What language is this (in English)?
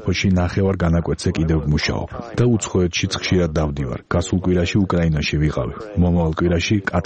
Georgian